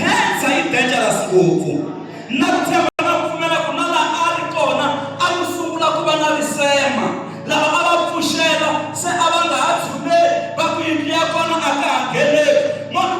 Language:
Tsonga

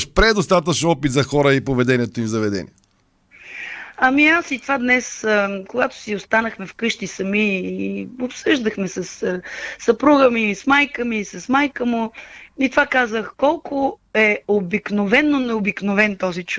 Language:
Bulgarian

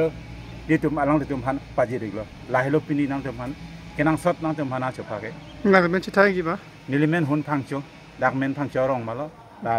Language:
Karbi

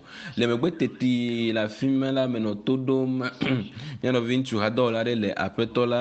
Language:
Ewe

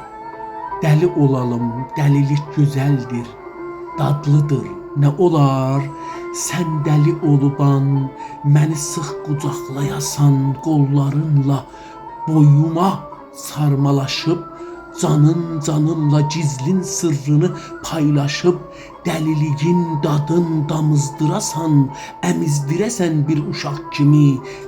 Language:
South Azerbaijani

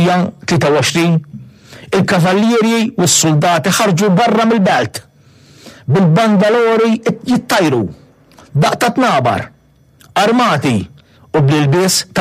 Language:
Maltese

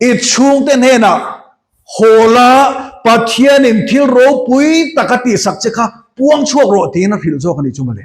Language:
Mizo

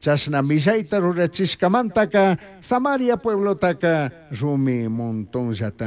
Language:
Chimborazo Highland Quichua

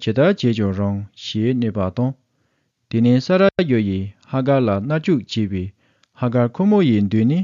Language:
Tibetan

